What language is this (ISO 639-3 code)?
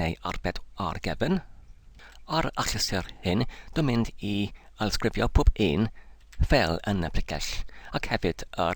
cym